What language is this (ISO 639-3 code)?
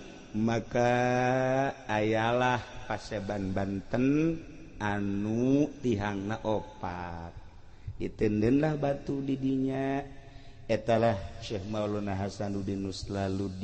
sun